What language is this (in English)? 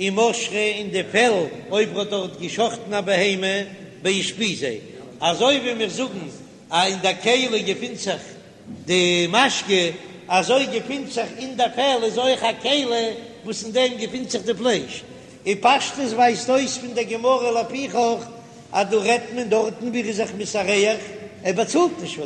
Yiddish